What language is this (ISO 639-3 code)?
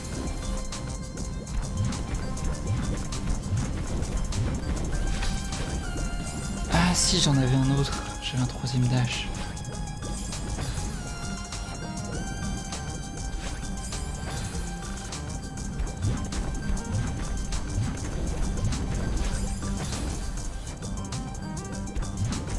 fra